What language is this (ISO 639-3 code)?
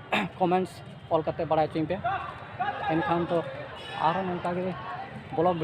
sat